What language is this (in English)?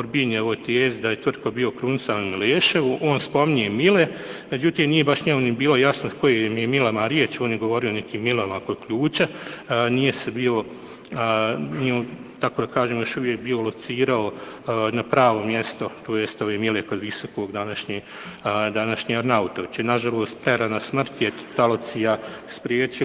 Bosnian